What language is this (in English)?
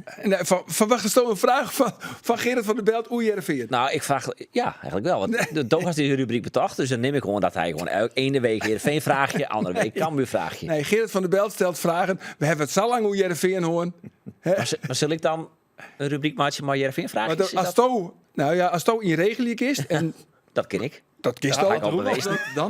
Western Frisian